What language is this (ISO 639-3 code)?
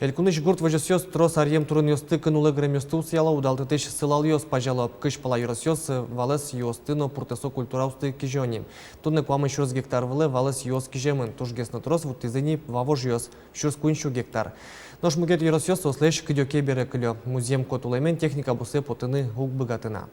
udm